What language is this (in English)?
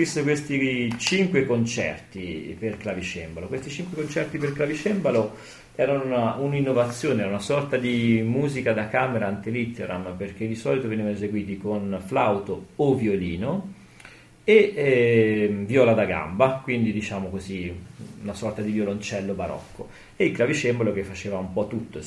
Italian